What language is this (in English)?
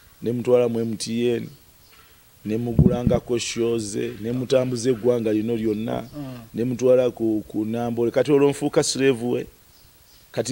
Ganda